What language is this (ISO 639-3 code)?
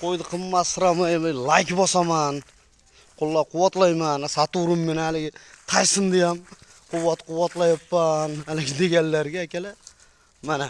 uzb